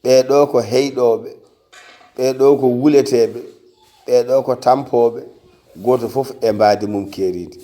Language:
Fula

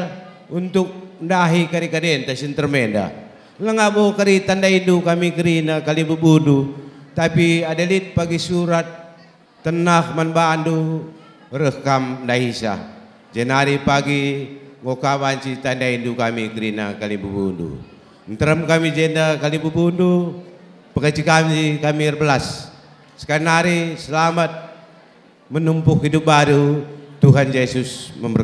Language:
Batak Karo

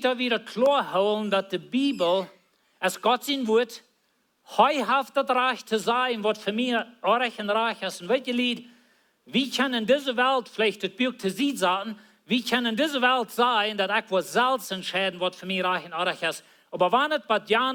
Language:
Plautdietsch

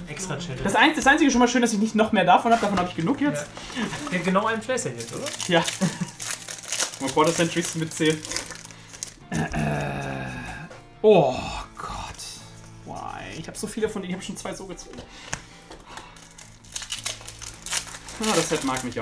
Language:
German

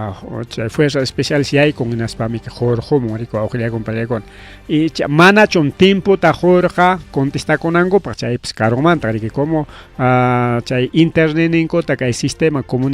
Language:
Ayacucho Quechua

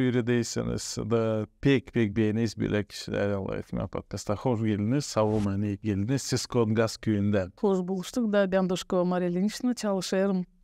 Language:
Gagauz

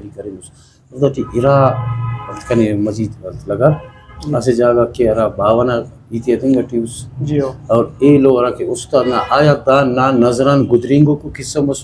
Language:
Brahui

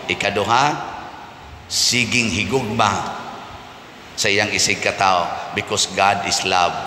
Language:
Cebuano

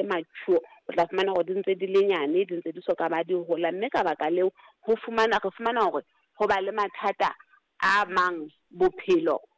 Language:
Southern Sotho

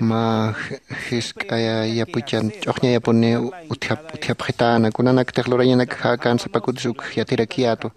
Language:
Aymara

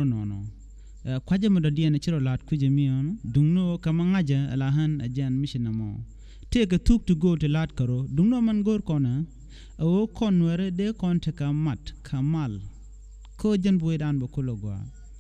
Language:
Nuer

